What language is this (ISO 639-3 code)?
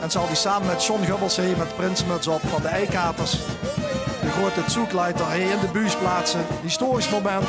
lim